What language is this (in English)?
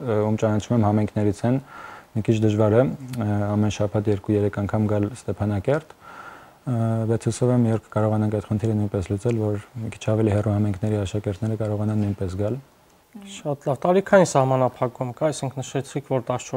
Armenian